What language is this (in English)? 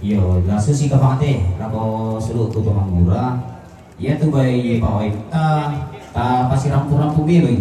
Toraja-Sa'dan